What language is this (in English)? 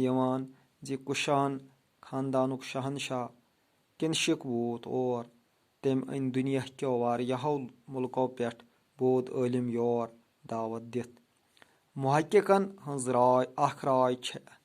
Kashmiri